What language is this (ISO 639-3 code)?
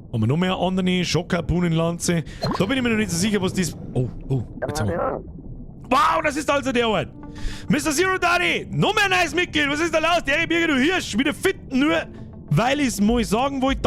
bar